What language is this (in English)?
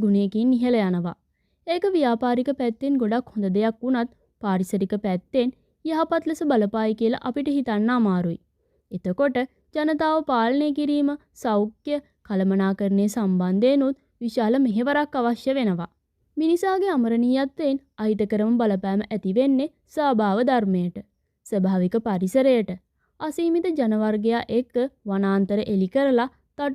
Sinhala